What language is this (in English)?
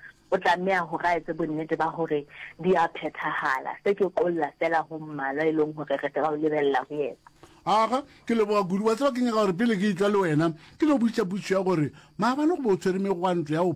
Northern Sotho